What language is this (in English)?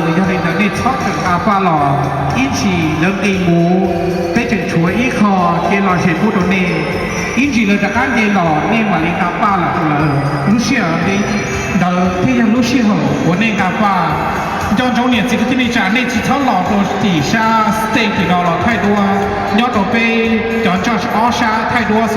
Hmong